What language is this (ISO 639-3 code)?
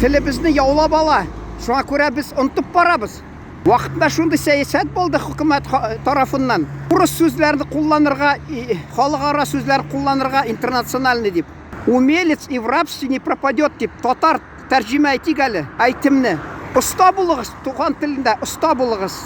tat